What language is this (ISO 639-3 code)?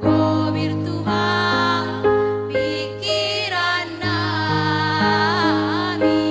bts